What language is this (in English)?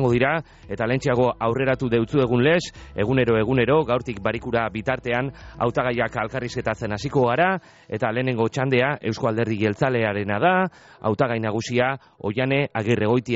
Basque